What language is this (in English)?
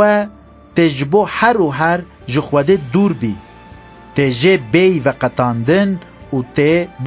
Kurdish